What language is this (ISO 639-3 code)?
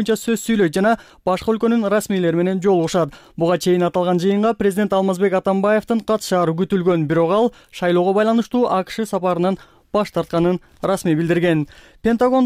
kir